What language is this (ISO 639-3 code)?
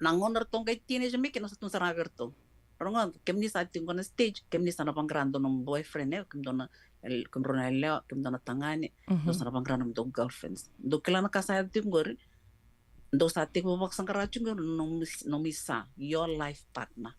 fij